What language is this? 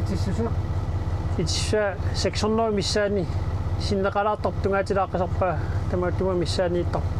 Kalaallisut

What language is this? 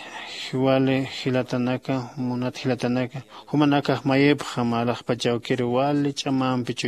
Aymara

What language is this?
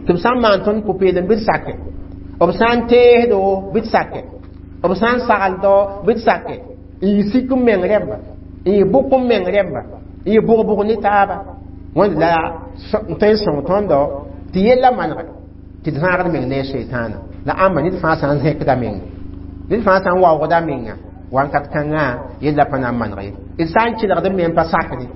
Mossi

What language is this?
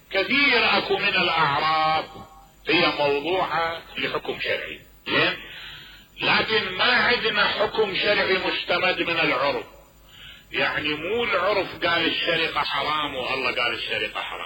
Mesopotamian Arabic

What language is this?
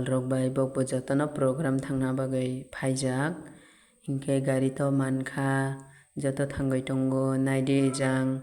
Kok Borok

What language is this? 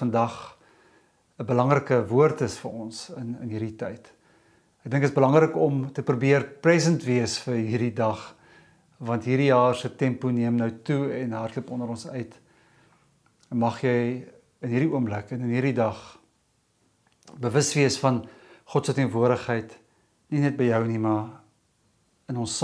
Afrikaans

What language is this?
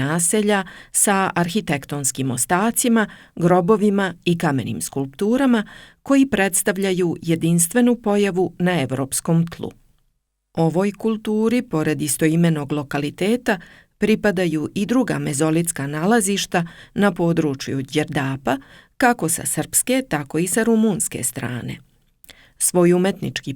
Serbian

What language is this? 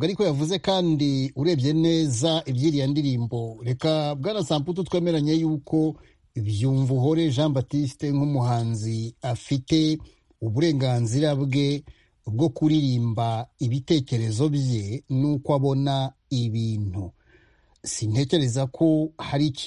Kinyarwanda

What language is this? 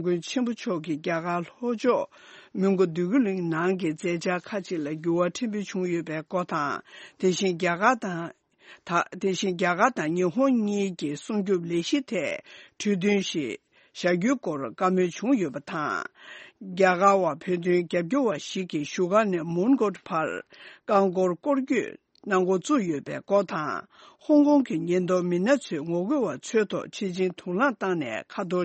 Tibetan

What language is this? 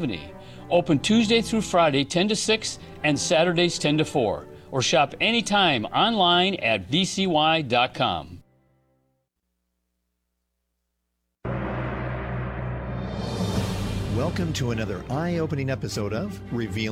English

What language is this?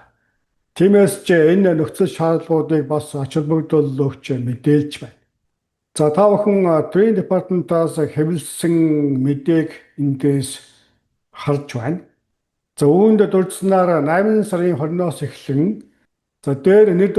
Mongolian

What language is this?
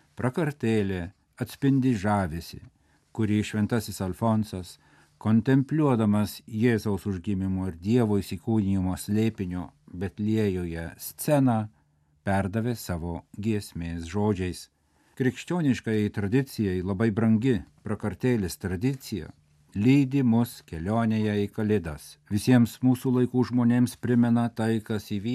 Lithuanian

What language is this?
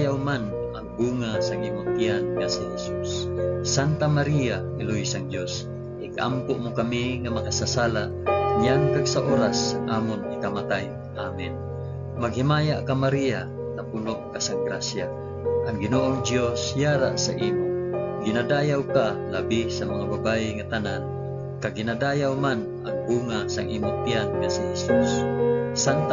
Hiligaynon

